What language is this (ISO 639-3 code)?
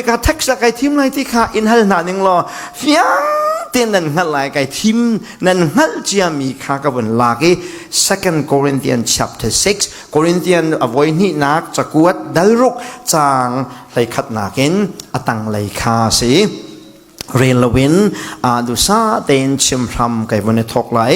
cfm